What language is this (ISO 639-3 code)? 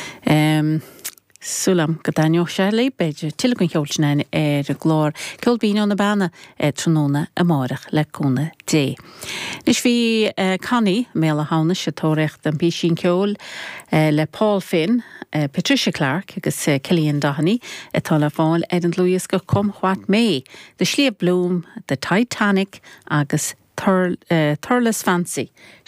gle